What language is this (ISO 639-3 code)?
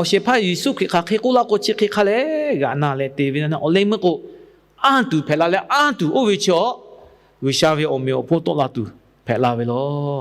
lhu